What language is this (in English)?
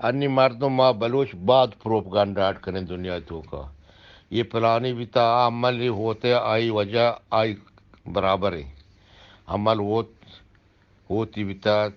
Eastern Balochi